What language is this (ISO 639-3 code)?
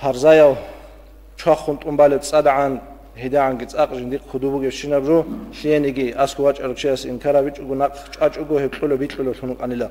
ava